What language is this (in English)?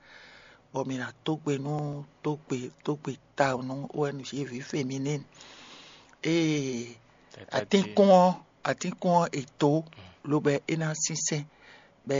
Fon